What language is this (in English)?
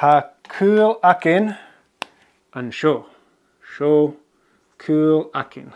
Scottish Gaelic